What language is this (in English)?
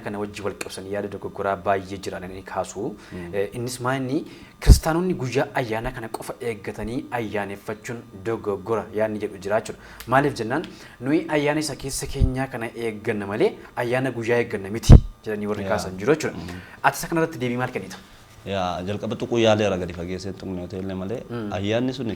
Oromo